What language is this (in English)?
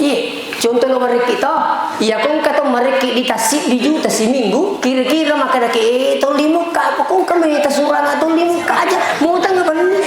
Buginese